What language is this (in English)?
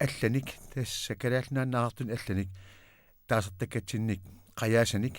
Kalaallisut